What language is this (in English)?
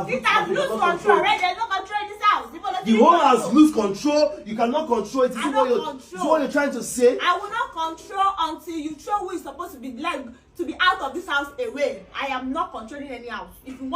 Nigerian Pidgin